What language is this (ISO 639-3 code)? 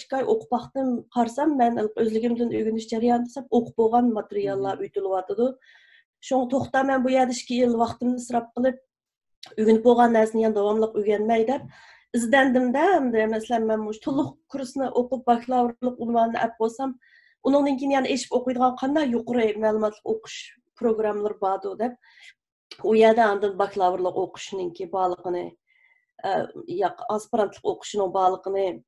uig